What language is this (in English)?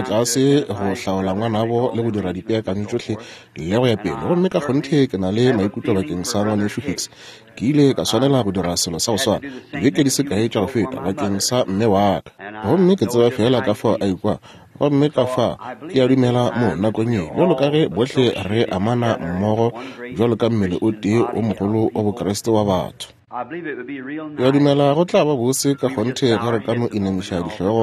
Northern Sotho